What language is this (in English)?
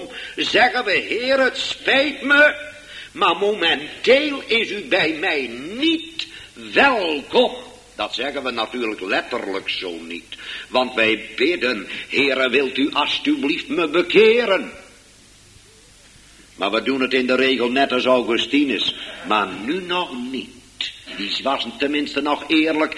Dutch